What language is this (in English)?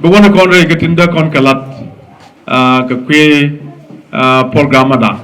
Nuer